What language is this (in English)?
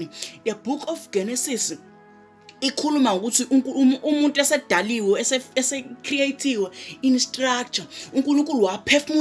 Zulu